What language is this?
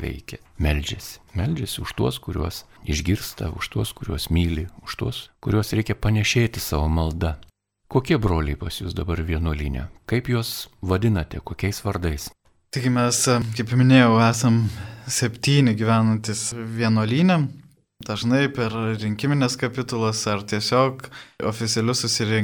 Lithuanian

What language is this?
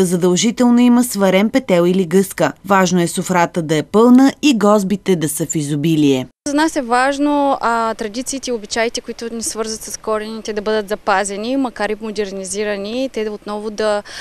Bulgarian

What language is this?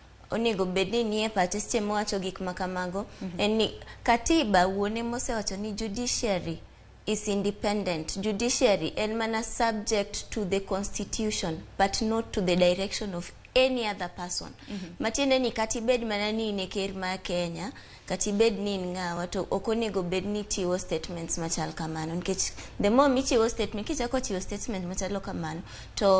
Luo (Kenya and Tanzania)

